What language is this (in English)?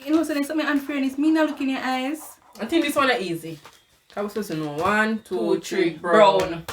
Jamaican Creole English